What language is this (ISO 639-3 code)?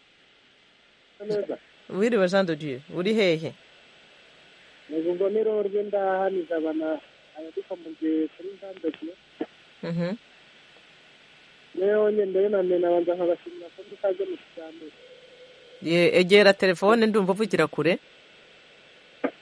kin